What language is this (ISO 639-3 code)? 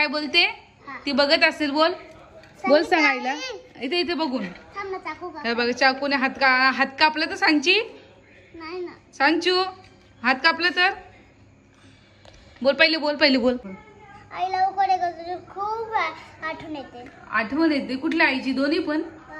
mar